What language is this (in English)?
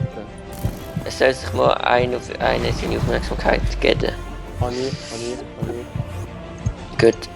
Swiss German